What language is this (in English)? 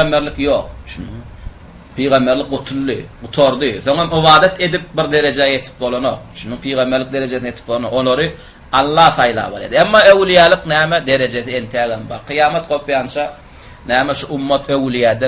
Turkmen